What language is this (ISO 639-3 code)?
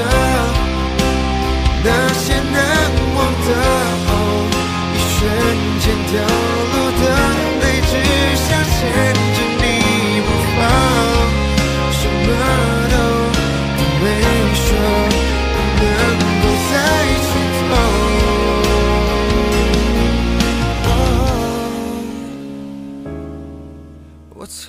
zho